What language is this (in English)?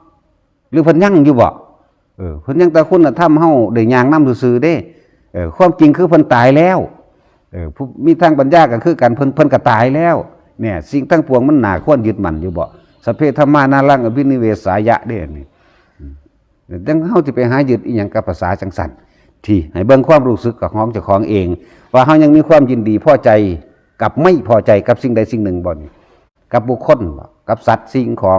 Northeastern Thai